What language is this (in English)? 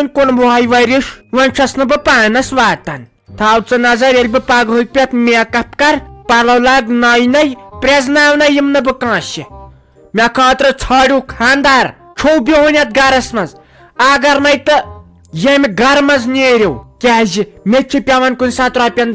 Kashmiri